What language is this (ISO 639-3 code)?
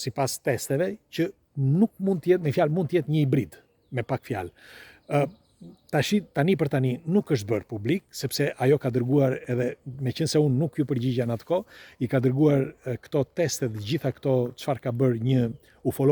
sqi